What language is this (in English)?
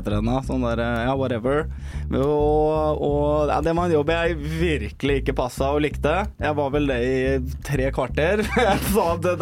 Norwegian